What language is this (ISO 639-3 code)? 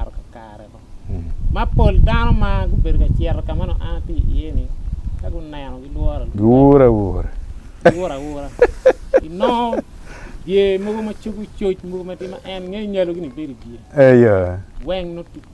ach